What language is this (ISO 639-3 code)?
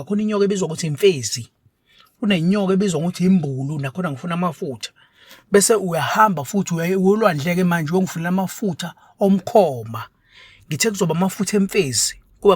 zul